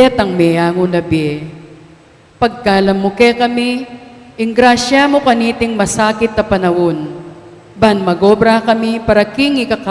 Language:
Pampanga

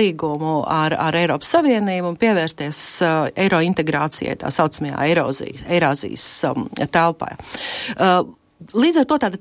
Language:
Latvian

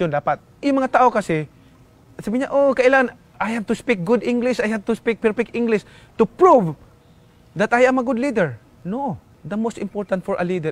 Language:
Filipino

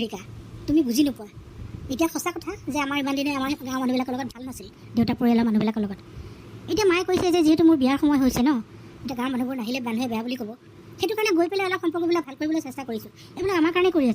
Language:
Assamese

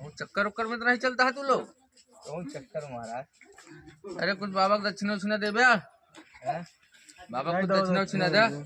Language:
Awadhi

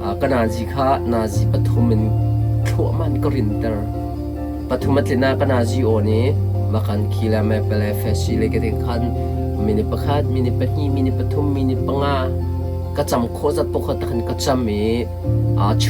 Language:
Hakha Chin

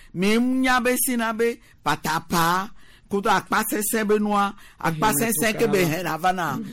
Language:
Gen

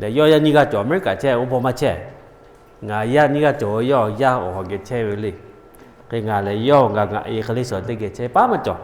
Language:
Lahu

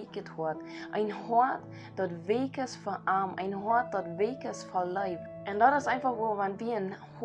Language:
Plautdietsch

